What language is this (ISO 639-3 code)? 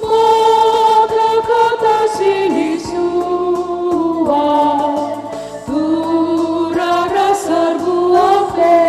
btx